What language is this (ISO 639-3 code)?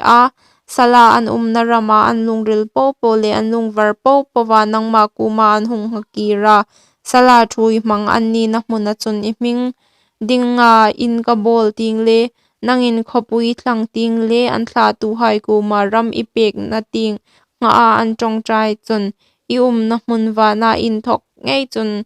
hmr